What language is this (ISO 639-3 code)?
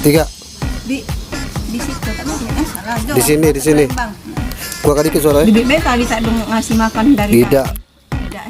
mui